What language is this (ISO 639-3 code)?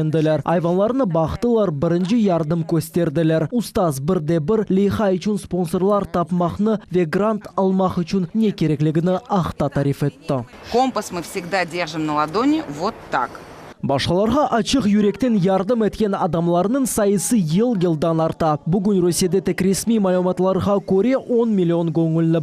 crh